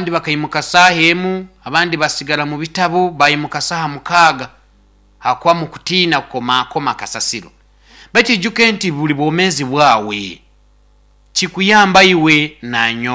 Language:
Nyoro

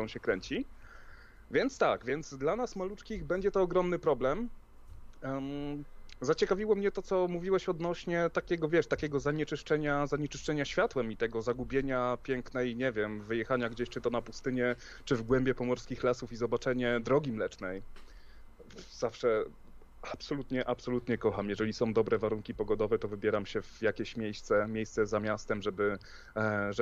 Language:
Polish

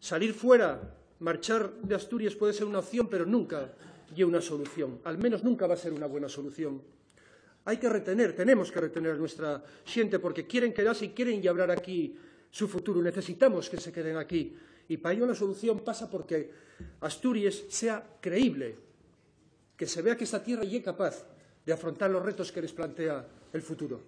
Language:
Asturian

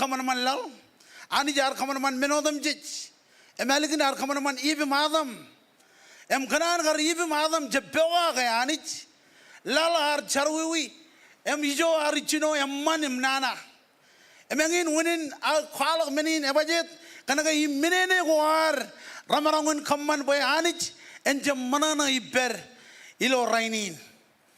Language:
Marshallese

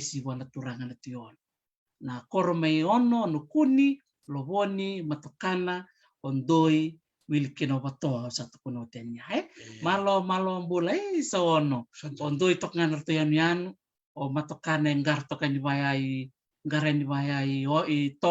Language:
Fijian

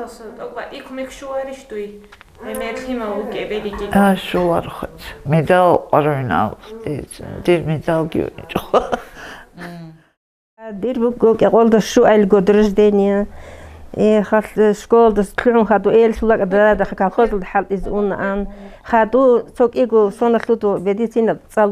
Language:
Avaric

